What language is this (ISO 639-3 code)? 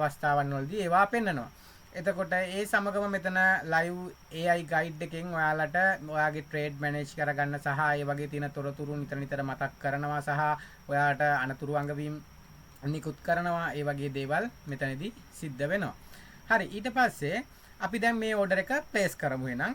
sin